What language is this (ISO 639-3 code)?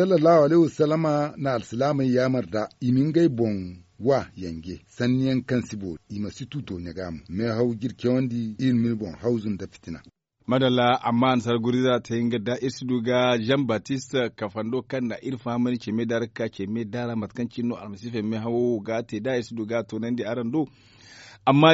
dje